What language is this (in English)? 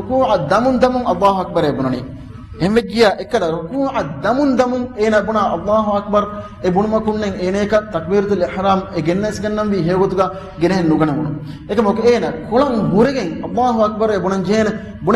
Divehi